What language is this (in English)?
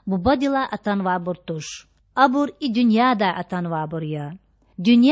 Lezghian